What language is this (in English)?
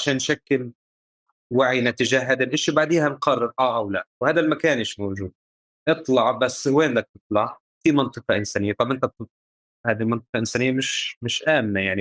North Levantine Arabic